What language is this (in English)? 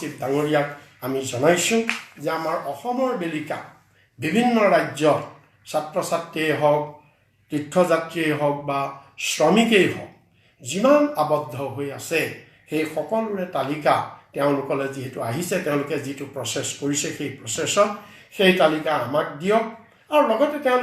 Assamese